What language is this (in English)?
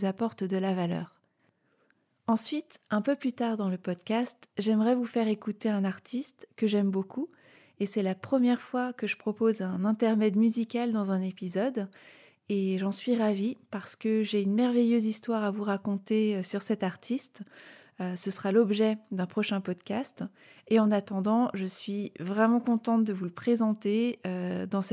French